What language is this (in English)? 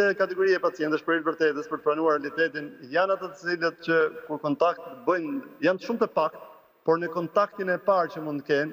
Albanian